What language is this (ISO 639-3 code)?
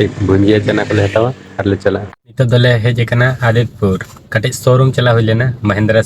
sat